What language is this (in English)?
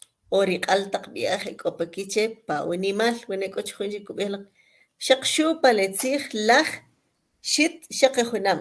Kʼicheʼ